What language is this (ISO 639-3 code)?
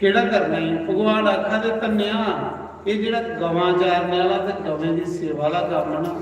doi